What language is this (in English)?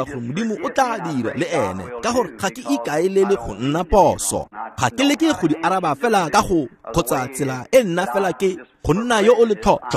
Tswana